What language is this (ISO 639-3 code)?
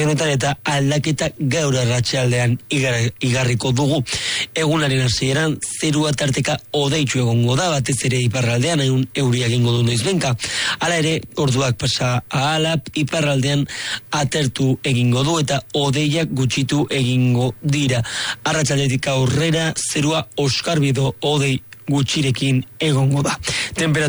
eus